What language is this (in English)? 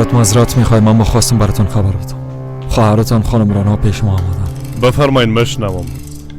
Persian